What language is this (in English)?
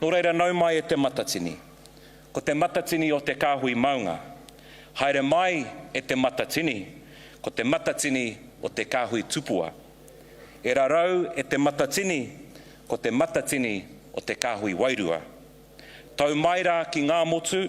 Māori